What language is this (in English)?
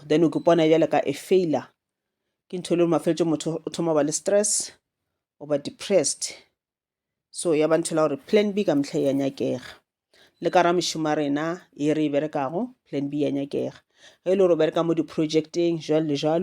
Northern Sotho